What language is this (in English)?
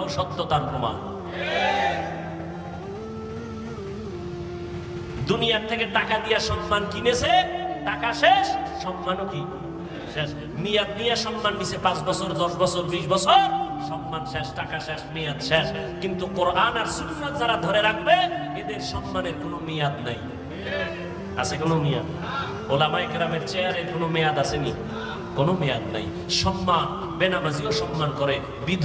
Bangla